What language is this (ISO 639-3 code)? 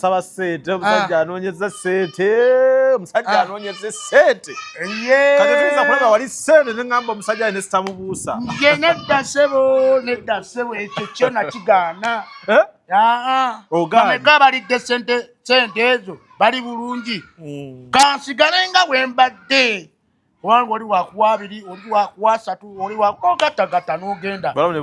lug